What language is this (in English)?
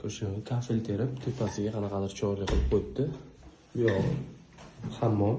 Uzbek